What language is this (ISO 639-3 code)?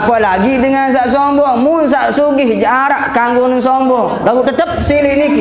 sas